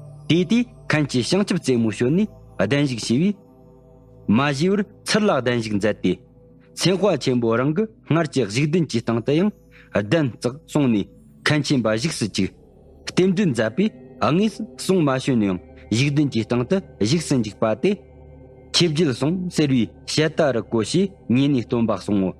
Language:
Tibetan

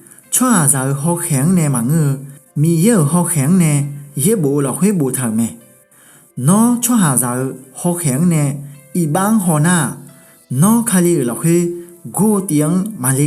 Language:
Akha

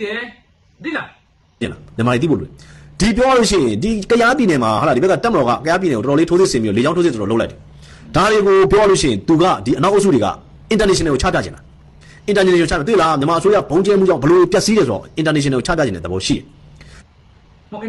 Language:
Burmese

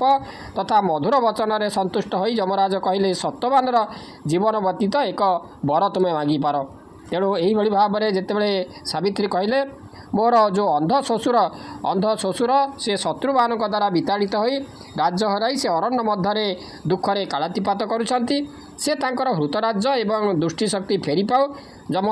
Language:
Odia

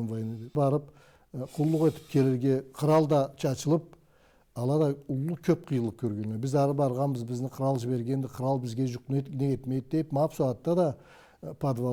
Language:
Karachay-Balkar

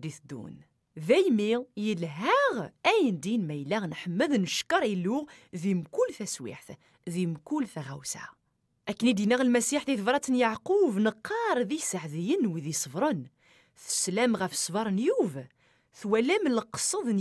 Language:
Kabyle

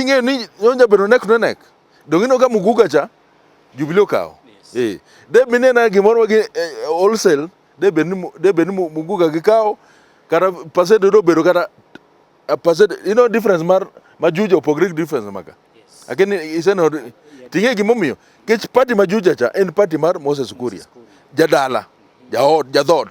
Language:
Luo (Kenya and Tanzania)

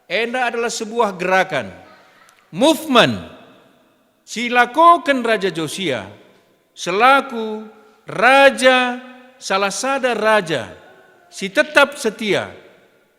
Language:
Batak Karo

